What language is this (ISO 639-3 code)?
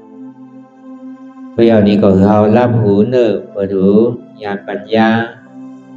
shn